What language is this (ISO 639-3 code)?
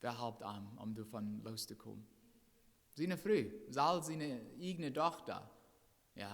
pdt